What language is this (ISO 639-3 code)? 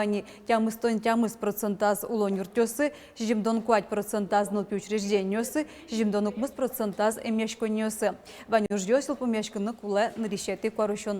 udm